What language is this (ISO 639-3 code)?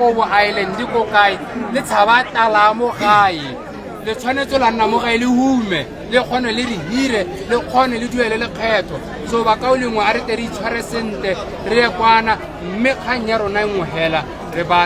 tsn